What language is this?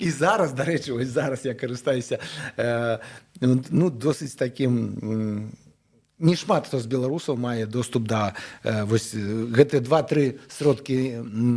Belarusian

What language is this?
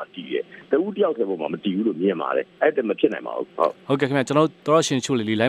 Burmese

